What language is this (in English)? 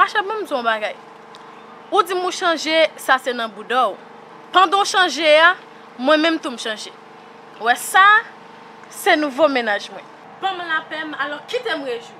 Haitian Creole